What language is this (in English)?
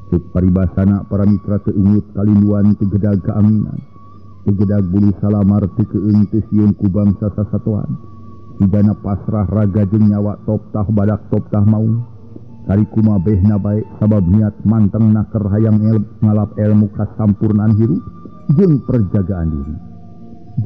Sundanese